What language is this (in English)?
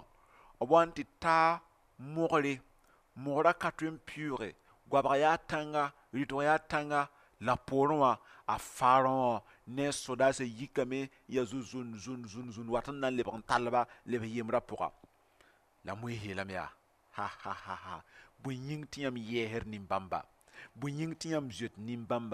Mossi